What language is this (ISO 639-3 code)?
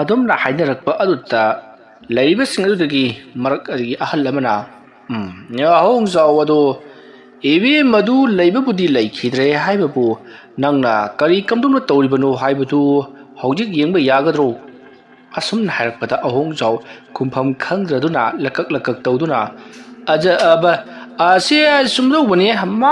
mni